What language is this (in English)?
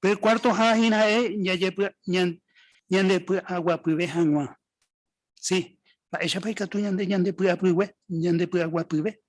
Guarani